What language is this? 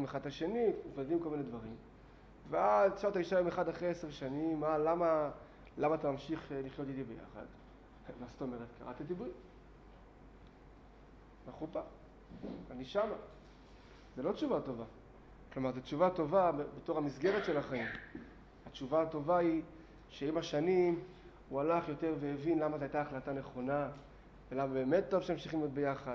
Hebrew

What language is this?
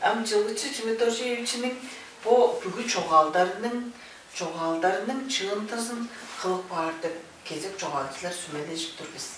Tuvinian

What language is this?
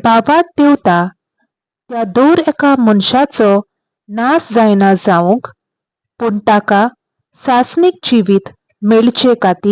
Konkani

